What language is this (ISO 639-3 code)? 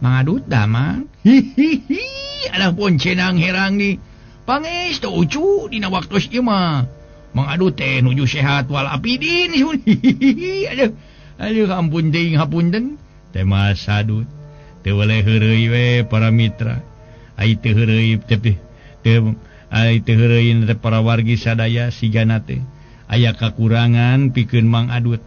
sun